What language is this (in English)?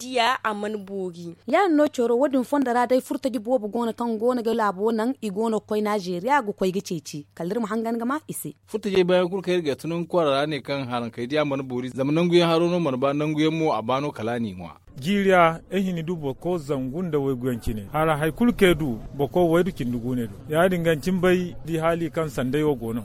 Zarma